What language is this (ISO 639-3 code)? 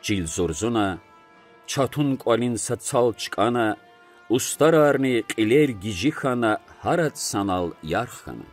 lez